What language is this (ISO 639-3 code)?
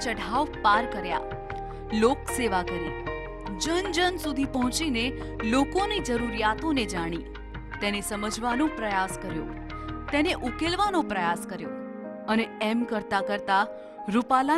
guj